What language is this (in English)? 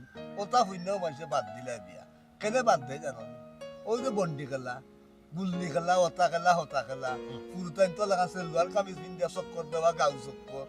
Sylheti